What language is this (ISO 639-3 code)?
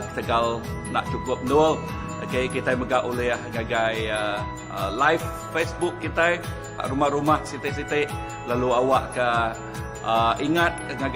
iba